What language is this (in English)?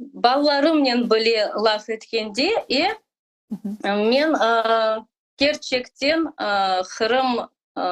Crimean Tatar